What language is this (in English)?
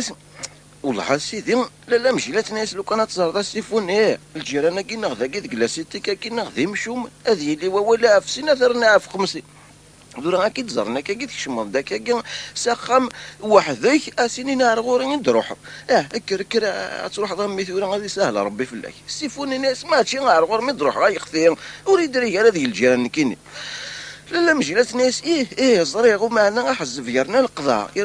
Kabyle